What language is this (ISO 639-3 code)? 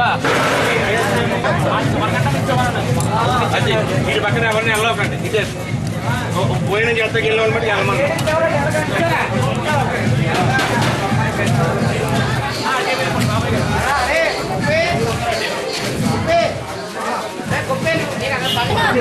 tel